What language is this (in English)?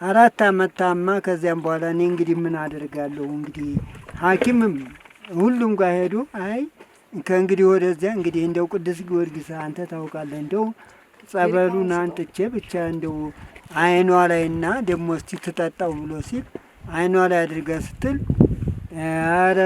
Amharic